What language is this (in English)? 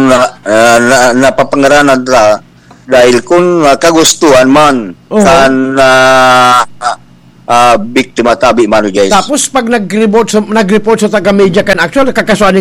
Bikol